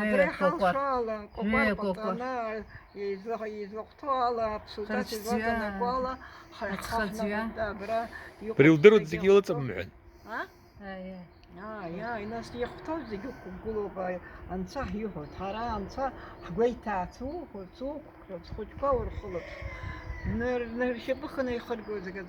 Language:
Abkhazian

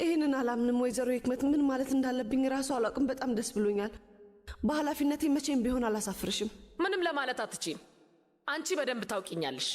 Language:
Amharic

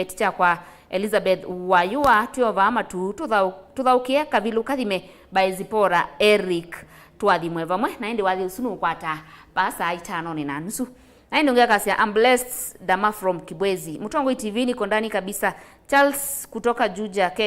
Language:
Kamba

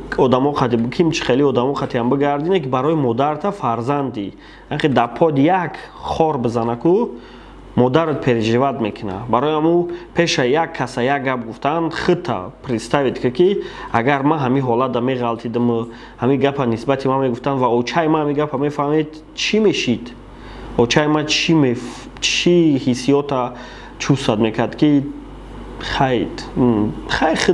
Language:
Tajik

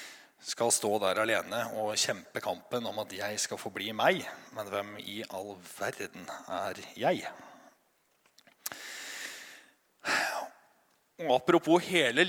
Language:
Norwegian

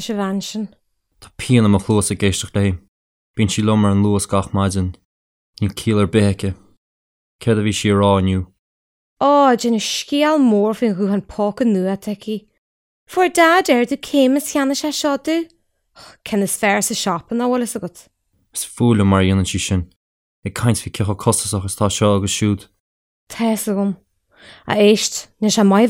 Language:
Irish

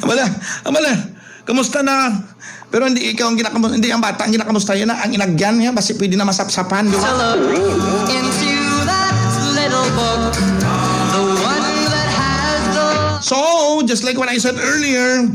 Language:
Hiligaynon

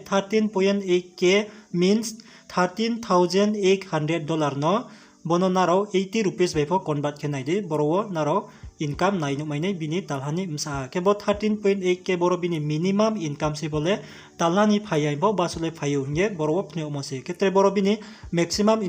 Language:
Riang (India)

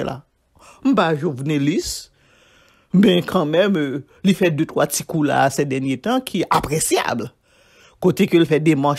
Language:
Haitian Creole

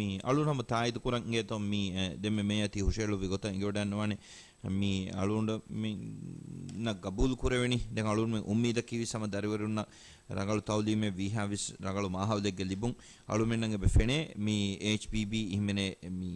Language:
Divehi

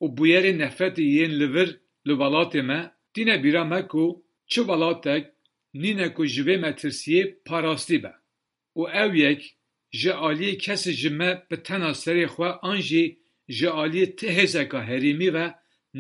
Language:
Kurdish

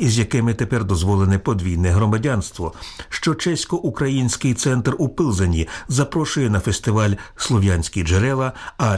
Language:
Ukrainian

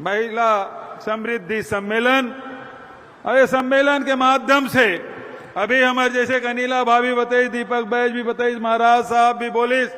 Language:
Chhattisgarhi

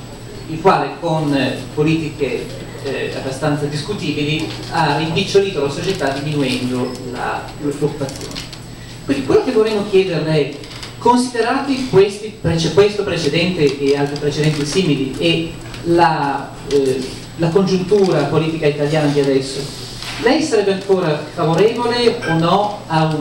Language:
Italian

